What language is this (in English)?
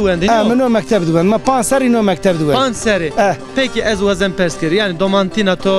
Zaza